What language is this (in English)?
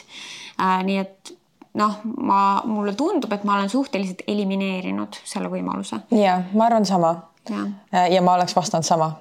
Estonian